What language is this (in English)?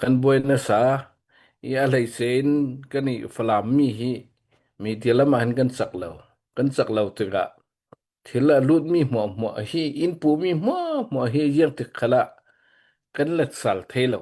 Hakha Chin